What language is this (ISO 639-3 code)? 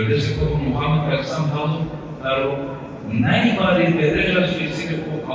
rmn